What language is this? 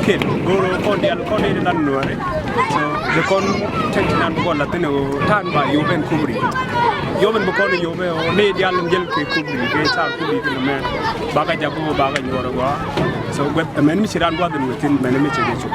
Nuer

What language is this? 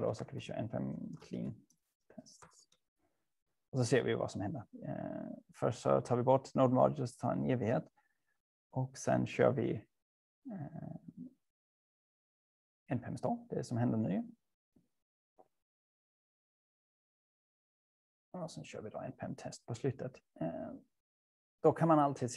Swedish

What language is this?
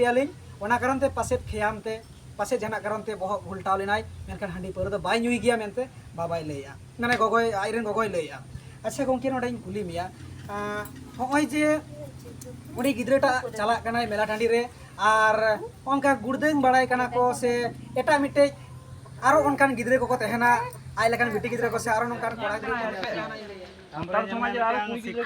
Santali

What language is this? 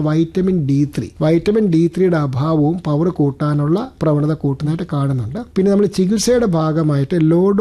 Malayalam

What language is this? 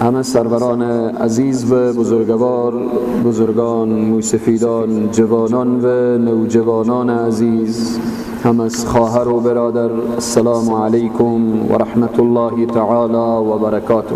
Persian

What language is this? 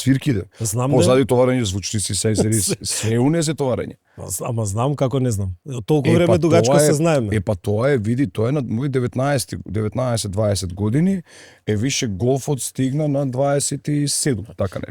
Macedonian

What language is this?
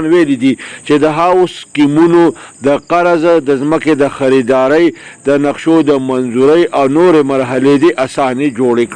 Pashto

